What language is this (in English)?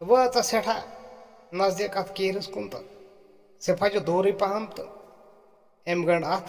Kashmiri